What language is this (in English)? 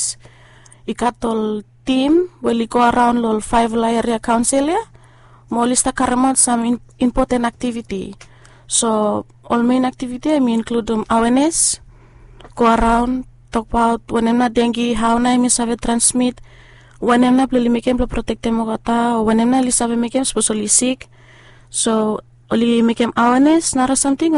Bislama